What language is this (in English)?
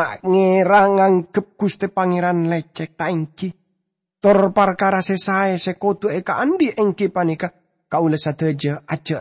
Madurese